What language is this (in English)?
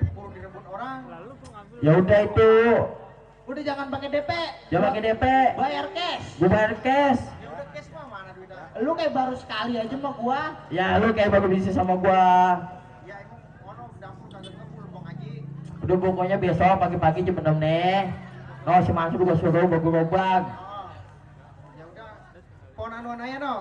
Betawi